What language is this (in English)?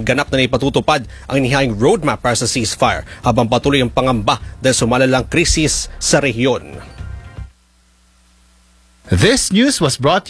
Filipino